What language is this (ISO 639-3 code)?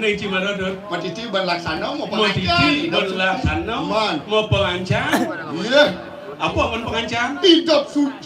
ban